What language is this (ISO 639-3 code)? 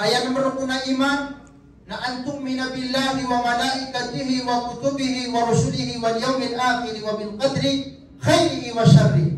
mrw